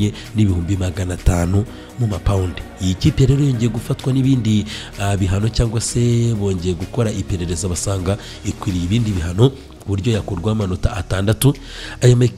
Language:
Kinyarwanda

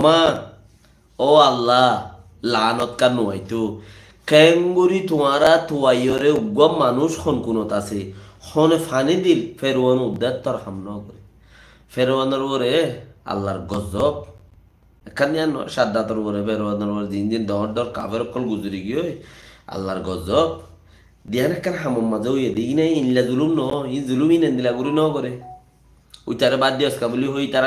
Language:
Rohingya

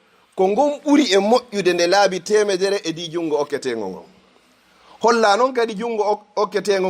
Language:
Fula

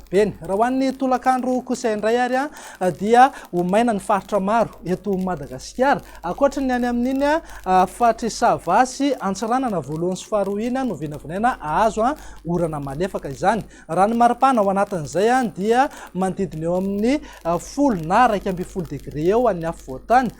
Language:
Malagasy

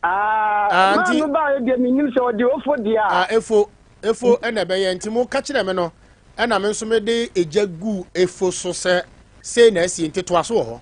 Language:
Akan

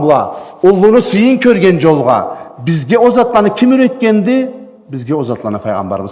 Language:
Karachay-Balkar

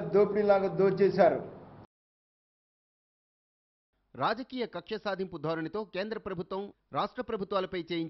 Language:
Telugu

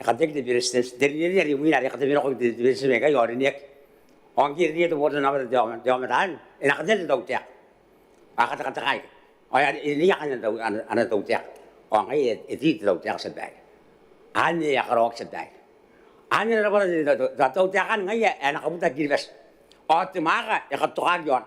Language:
Gilbertese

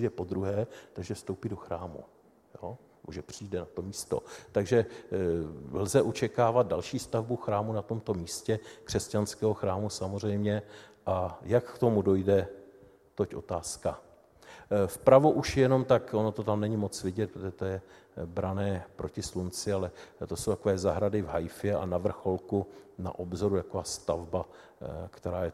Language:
Czech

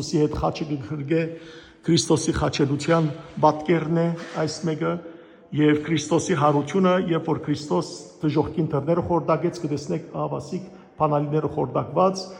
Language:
Western Armenian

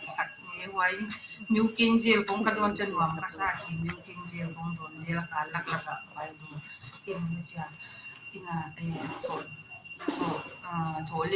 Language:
Paite Chin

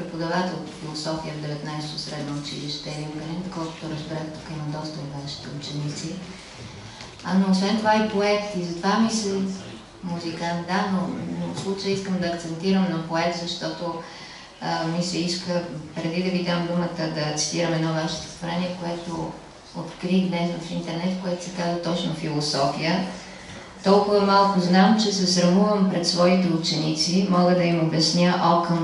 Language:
Bulgarian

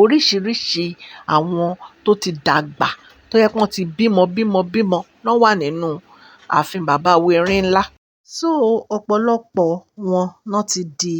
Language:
Yoruba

